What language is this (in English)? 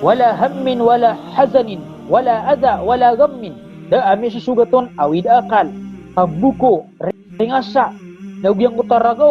Maranao